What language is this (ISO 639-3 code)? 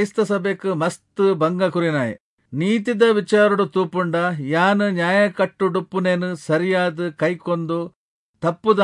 tcy